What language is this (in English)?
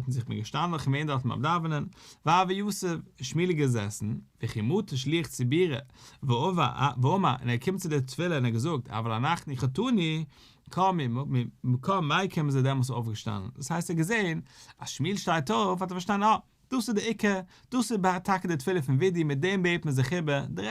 Yiddish